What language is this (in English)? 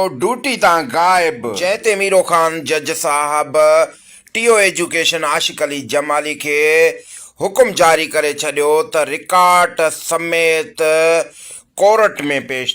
Sindhi